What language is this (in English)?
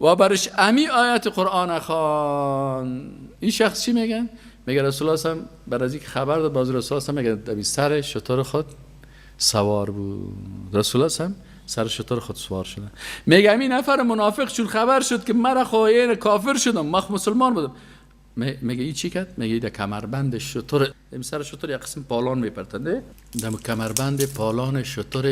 Persian